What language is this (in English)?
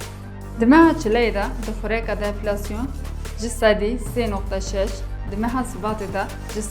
Kurdish